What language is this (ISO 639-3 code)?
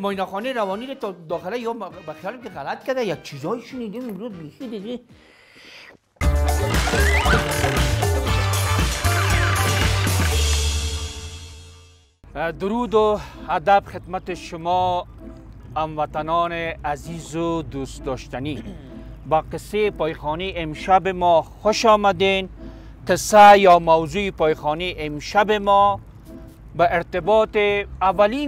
fas